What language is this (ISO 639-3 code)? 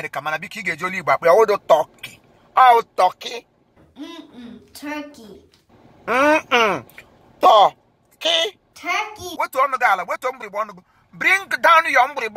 ibo